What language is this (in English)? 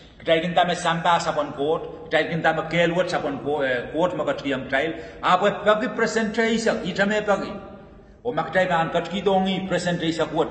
Pohnpeian